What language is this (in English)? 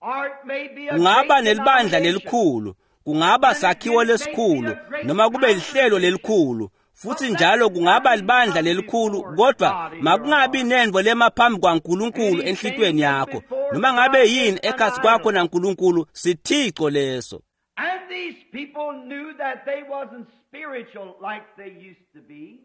Swati